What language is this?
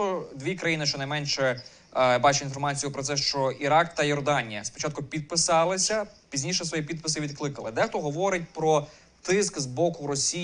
Ukrainian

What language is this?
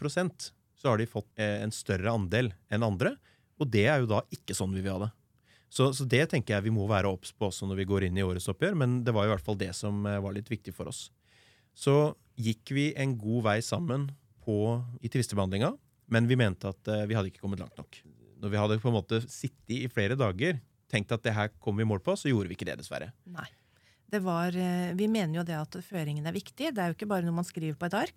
Norwegian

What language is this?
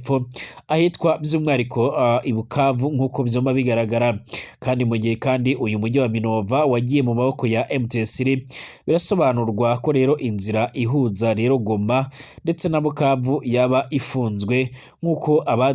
Rundi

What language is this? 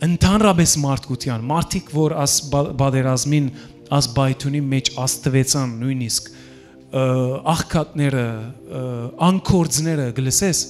Western Armenian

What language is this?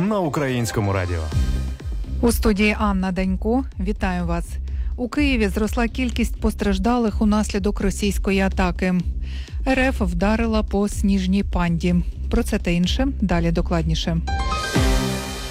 Ukrainian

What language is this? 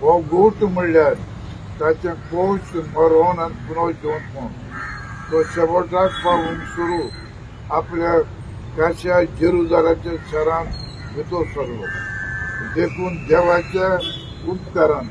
Konkani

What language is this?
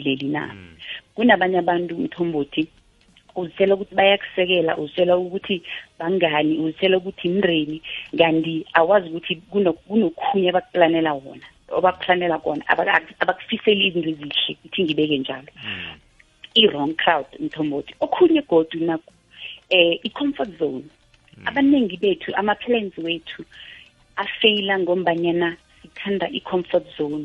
South Ndebele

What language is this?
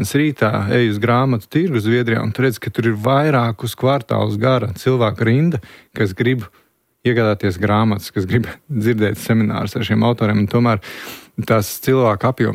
Latvian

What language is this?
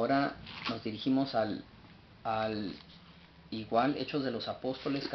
Spanish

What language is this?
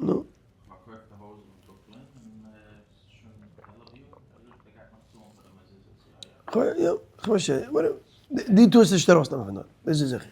Yiddish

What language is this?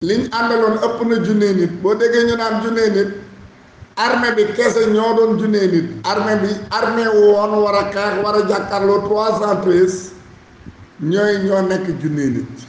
Wolof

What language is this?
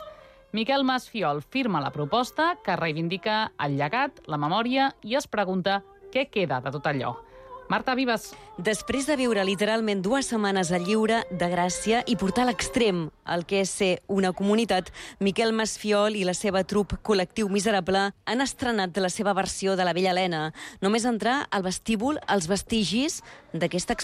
Catalan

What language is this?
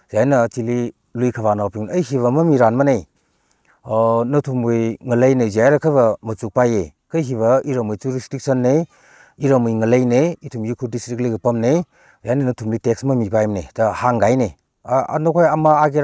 Tangkhul Naga (India)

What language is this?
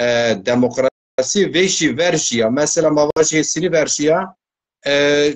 Zaza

